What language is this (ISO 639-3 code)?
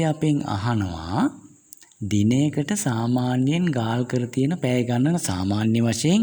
sin